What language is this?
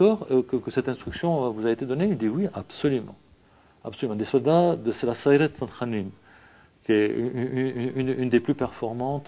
French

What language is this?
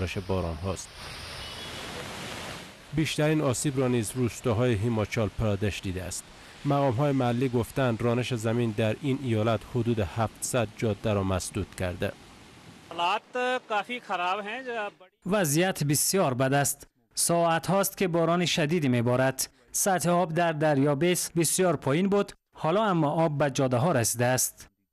Persian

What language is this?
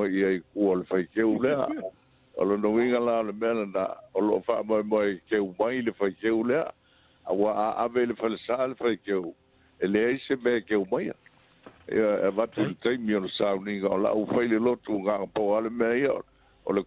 Samoan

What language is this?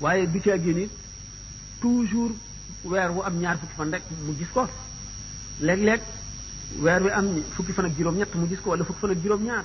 Wolof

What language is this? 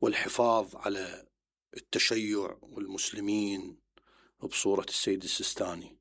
Mesopotamian Arabic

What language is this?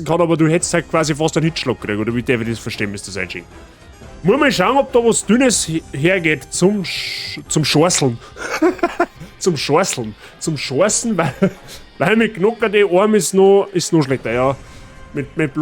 Bavarian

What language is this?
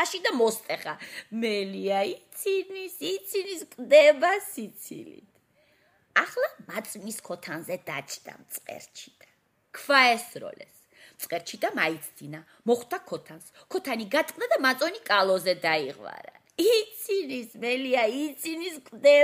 Georgian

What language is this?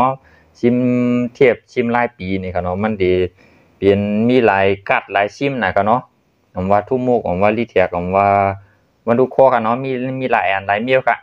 Shan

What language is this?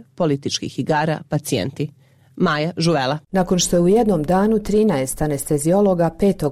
Croatian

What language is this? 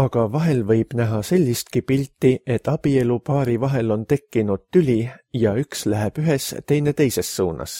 Estonian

